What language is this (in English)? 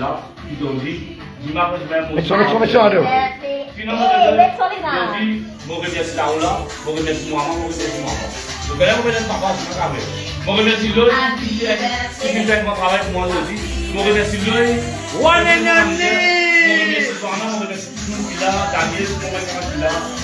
Morisyen